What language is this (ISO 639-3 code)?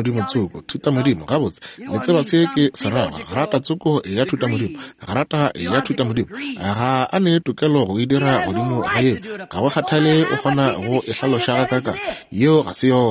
nso